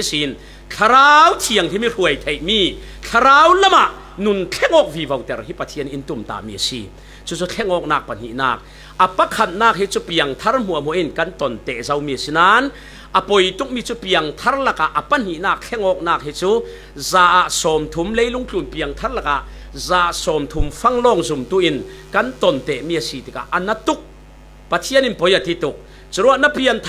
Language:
Falam Chin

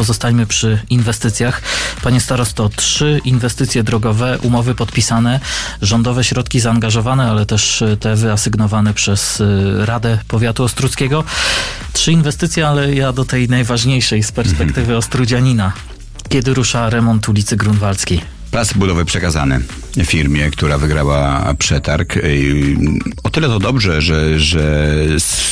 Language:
Polish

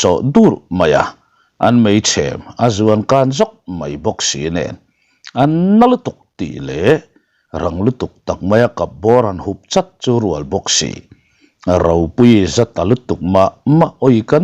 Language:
Mizo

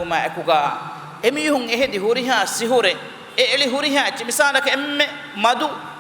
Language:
Divehi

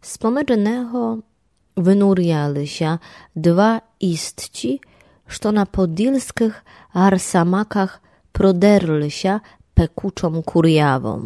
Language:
Rusyn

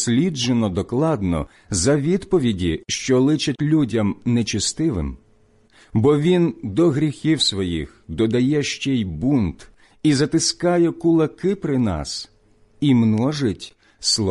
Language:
Ukrainian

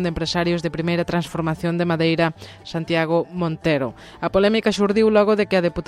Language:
Galician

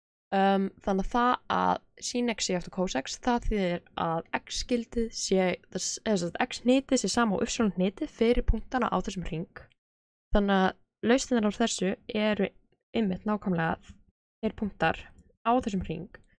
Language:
Icelandic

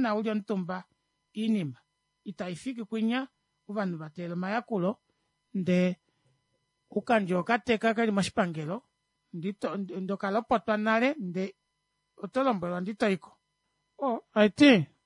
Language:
Kuanyama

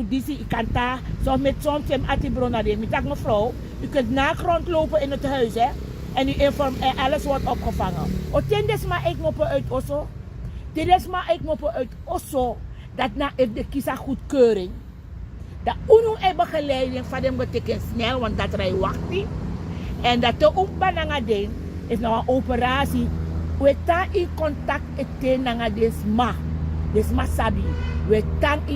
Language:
Sranan Tongo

